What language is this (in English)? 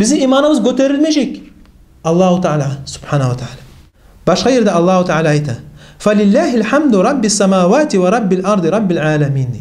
Kumyk